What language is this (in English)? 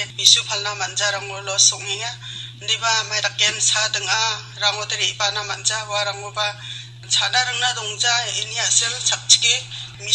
Garo